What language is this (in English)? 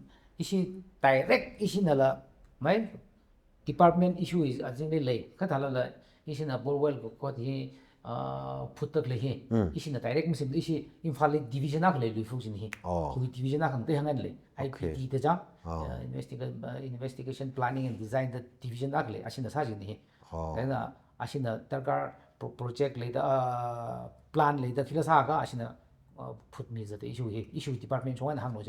Tangkhul Naga (India)